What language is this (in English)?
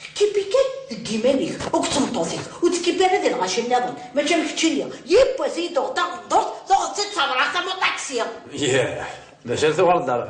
Kabyle